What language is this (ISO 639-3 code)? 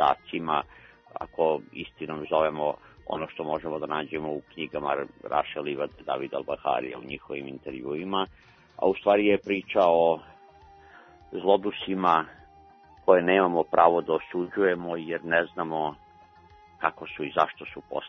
srp